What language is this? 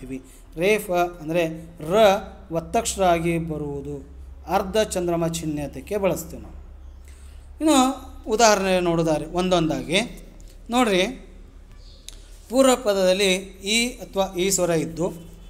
Kannada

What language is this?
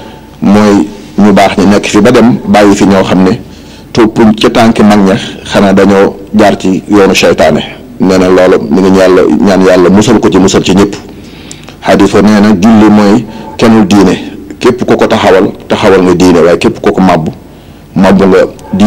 Wolof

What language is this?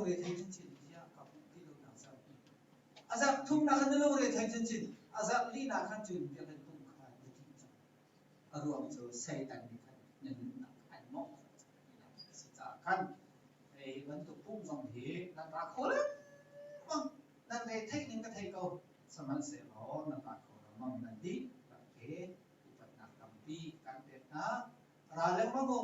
Hakha Chin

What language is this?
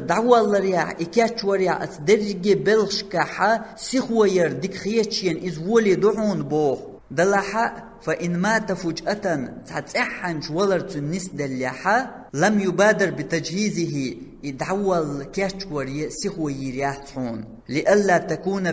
Chechen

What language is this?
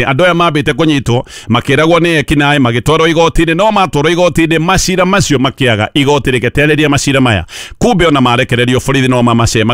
Kikuyu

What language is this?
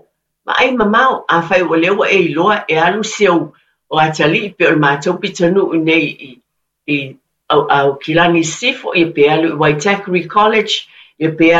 Samoan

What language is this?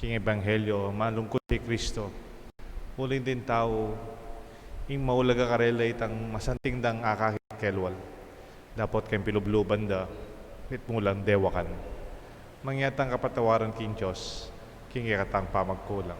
Pampanga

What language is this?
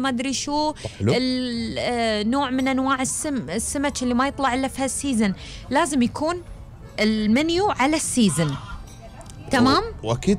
Gulf Arabic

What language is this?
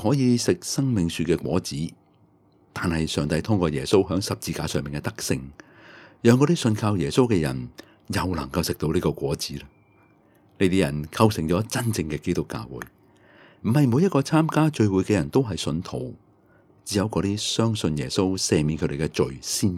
Cantonese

